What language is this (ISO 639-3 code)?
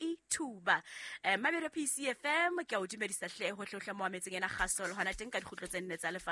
sot